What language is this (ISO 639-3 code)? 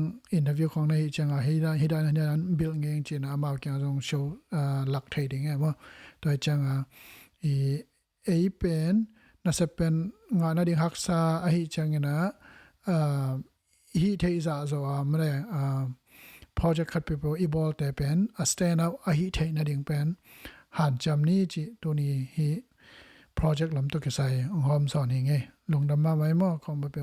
ctd